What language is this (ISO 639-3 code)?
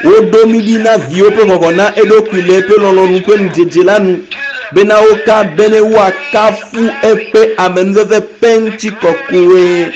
ewe